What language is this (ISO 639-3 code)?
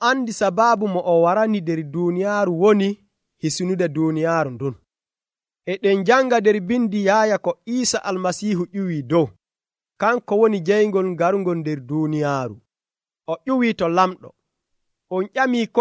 fuv